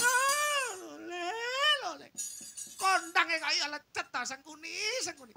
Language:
Javanese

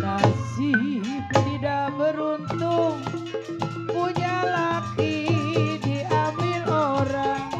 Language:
Betawi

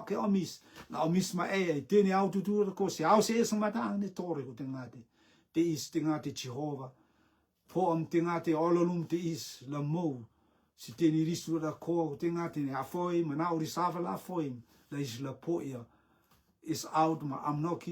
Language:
Rotuman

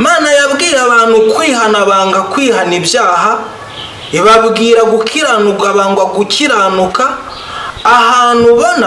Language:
Kinyarwanda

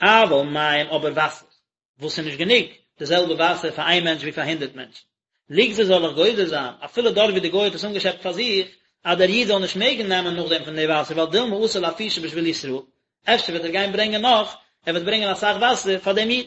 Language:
Yiddish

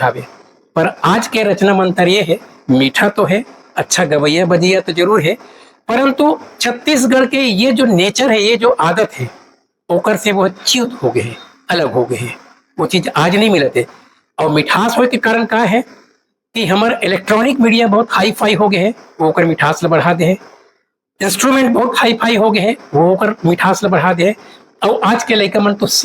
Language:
Chhattisgarhi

